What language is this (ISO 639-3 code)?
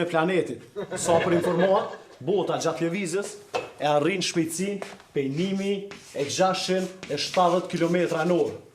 sqi